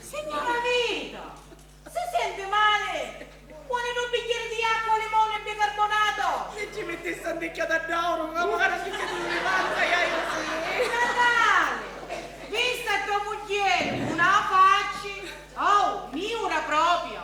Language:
Sicilian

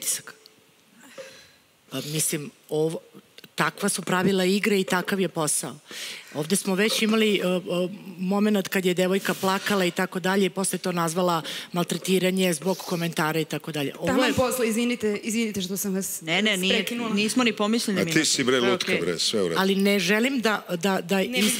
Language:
Serbian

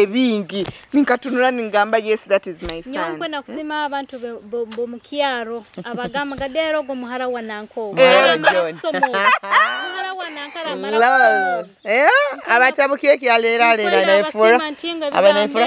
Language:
Nyoro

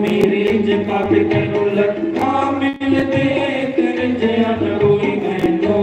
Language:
Dogri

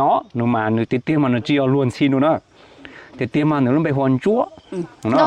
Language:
Hmong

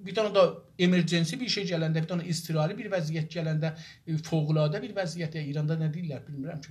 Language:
South Azerbaijani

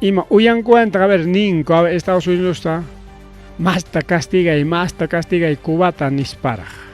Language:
Ayacucho Quechua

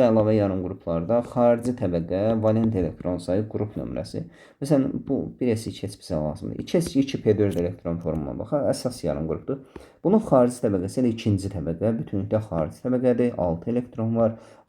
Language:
Azerbaijani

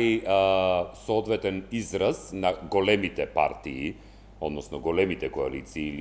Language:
Macedonian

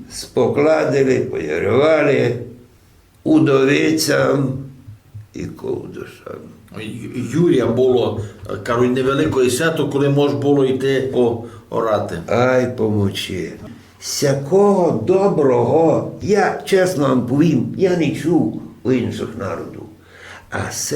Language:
Rusyn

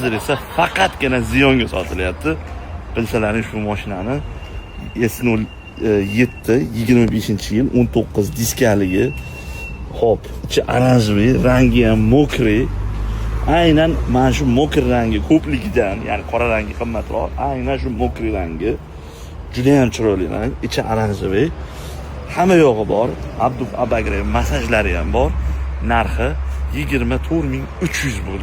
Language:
Uzbek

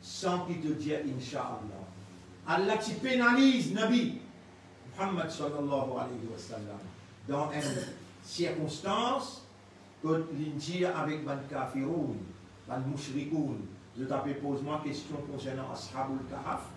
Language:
Morisyen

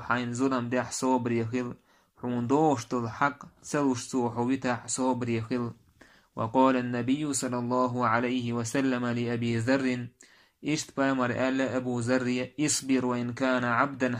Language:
Chechen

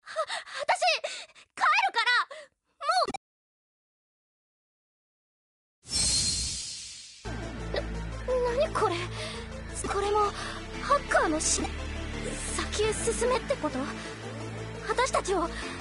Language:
Japanese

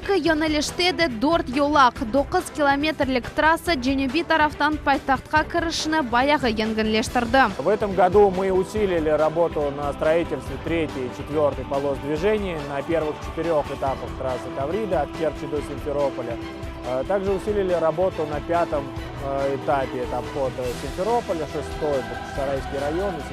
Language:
Crimean Tatar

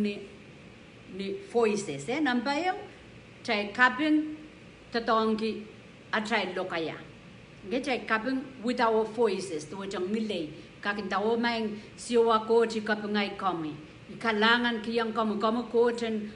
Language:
Pohnpeian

